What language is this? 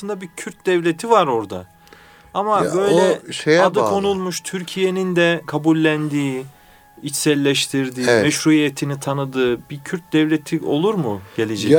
Turkish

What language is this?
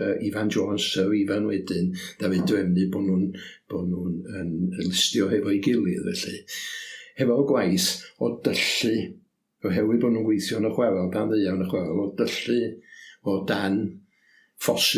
Welsh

